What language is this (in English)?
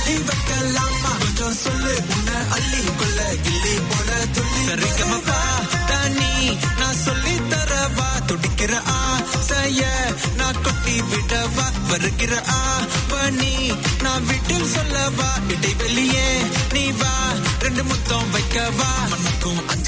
Tamil